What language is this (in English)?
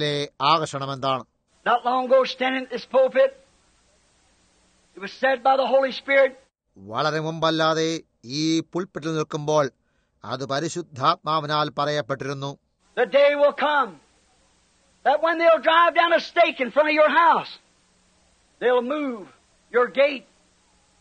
Malayalam